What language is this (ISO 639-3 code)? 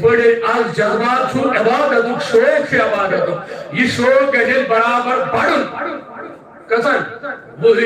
kas